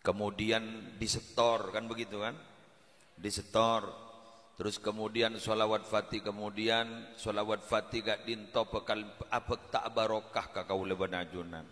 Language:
Madurese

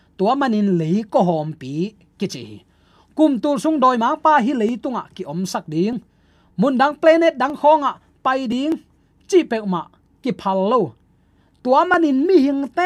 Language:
Tedim Chin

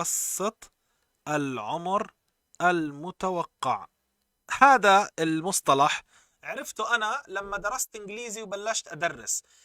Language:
North Levantine Arabic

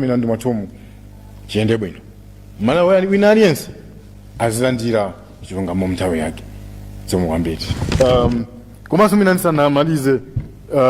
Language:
Nyanja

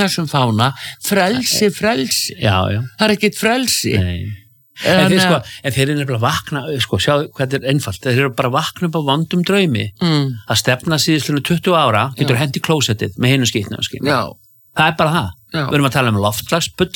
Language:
Icelandic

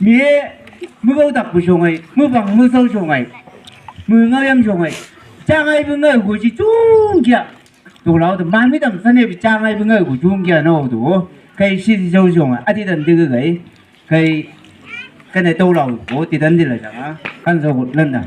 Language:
Chang Naga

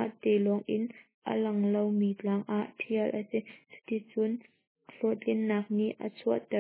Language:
Hakha Chin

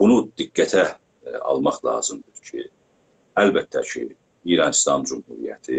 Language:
South Azerbaijani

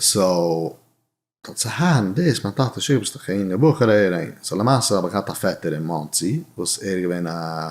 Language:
Yiddish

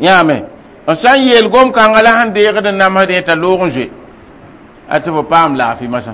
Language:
Mossi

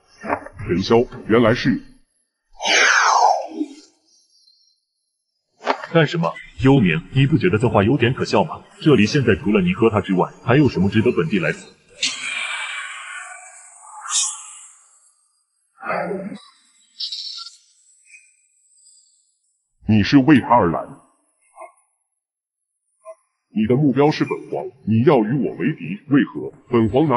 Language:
Chinese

